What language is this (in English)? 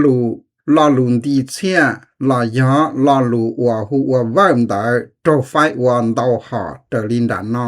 Hmong